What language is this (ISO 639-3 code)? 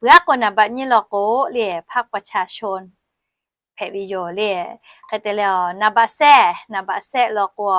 lhu